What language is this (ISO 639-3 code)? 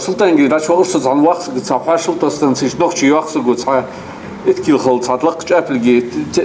inh